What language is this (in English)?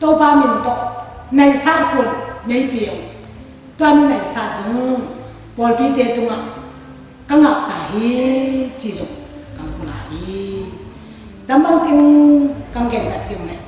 Tedim Chin